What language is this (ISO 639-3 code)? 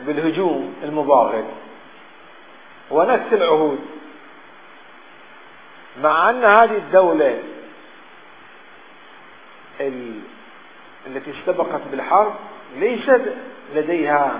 ara